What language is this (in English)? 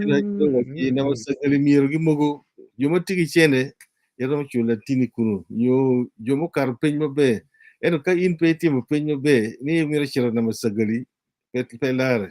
Acoli